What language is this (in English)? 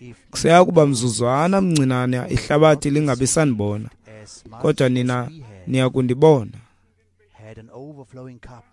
Xhosa